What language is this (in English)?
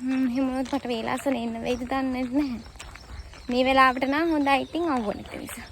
Sinhala